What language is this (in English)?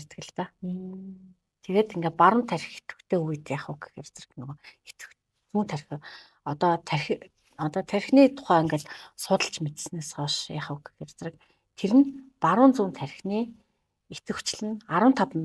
Mongolian